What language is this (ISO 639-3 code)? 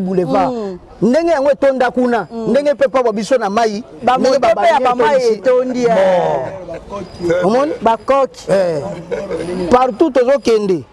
lin